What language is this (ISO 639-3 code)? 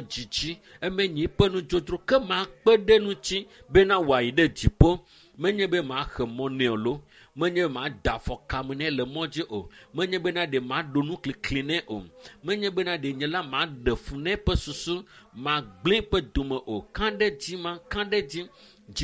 ewe